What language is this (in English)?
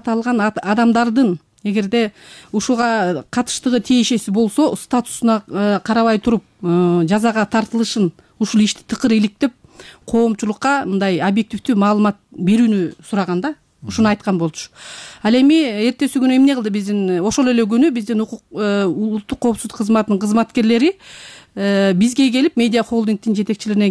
Kyrgyz